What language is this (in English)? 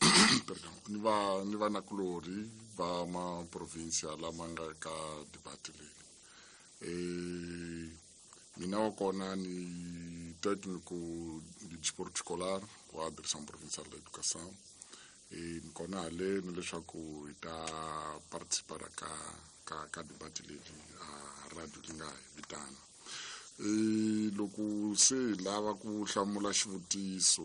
Tsonga